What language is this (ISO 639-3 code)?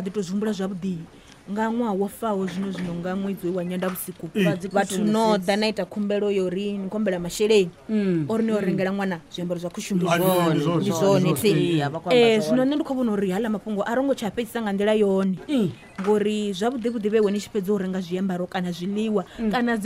ven